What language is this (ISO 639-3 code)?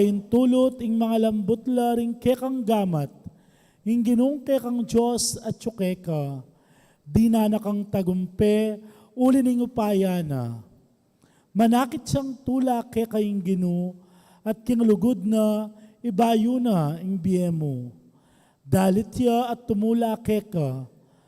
pam